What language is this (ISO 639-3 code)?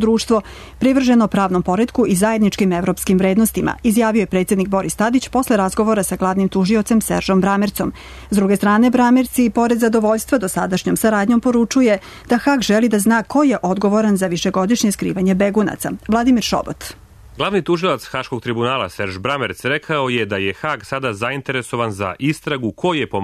srp